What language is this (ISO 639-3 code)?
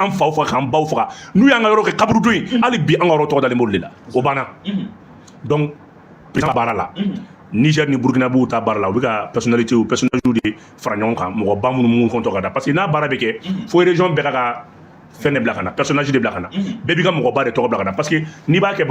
bam